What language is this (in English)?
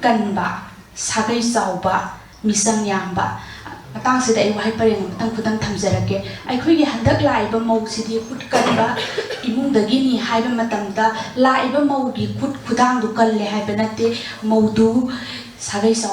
Manipuri